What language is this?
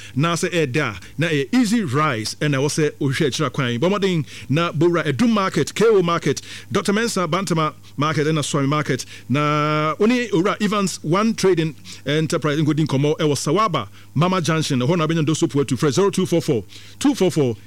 Akan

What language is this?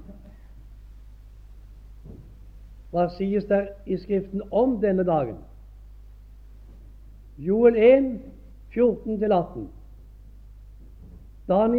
Norwegian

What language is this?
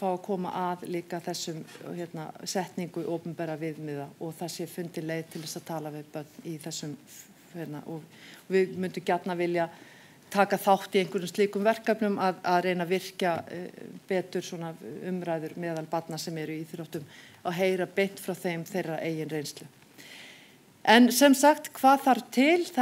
Icelandic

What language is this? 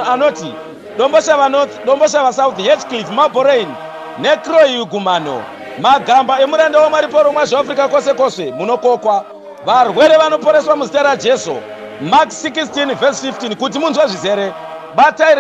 Shona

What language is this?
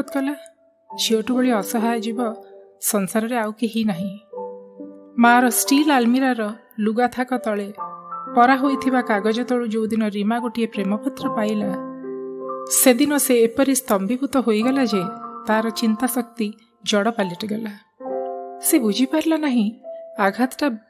Odia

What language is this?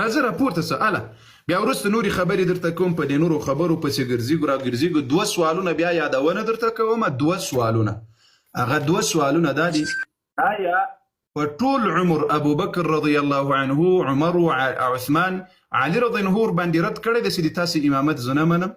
Pashto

